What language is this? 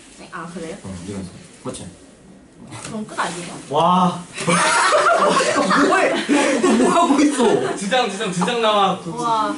Korean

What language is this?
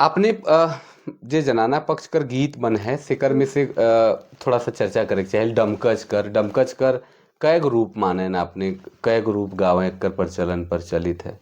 Sadri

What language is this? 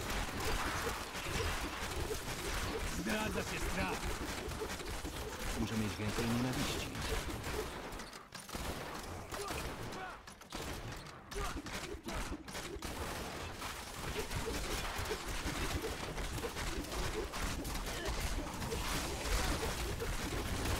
Polish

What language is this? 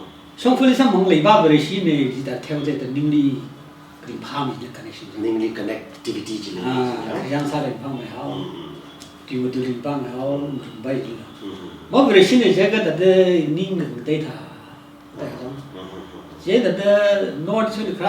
Tangkhul Naga (India)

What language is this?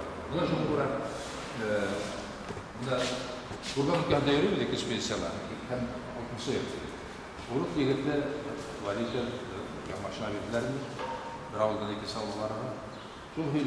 Bashkir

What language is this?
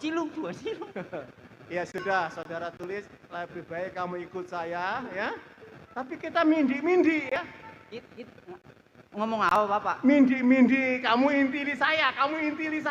Betawi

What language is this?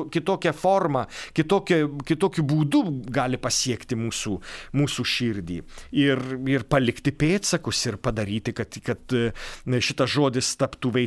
Lithuanian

